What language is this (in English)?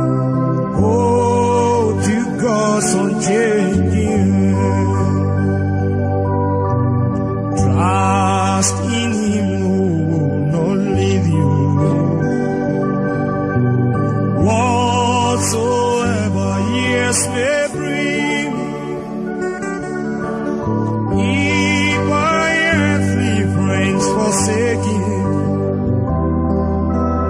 English